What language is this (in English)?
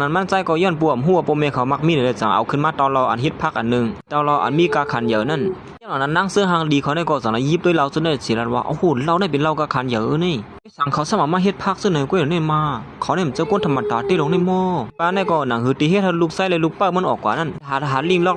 Shan